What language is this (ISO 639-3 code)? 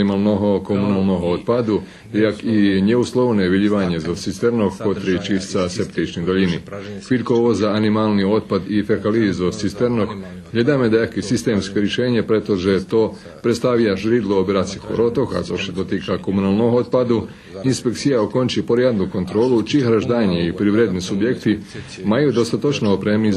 rue